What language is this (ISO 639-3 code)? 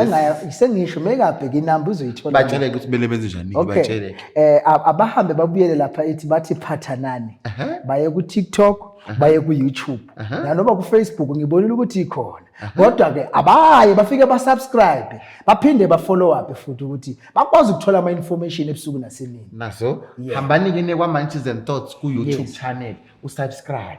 zul